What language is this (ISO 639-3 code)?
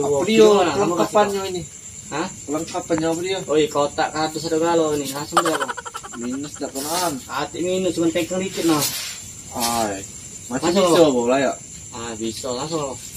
mui